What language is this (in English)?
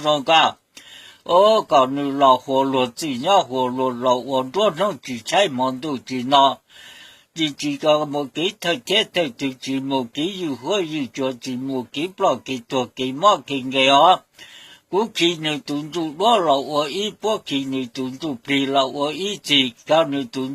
Hmong